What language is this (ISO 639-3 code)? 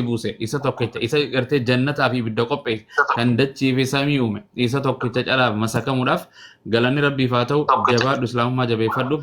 orm